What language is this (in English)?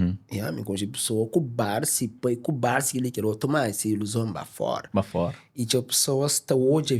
Kabuverdianu